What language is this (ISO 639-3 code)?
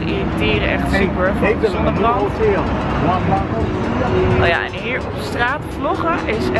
nld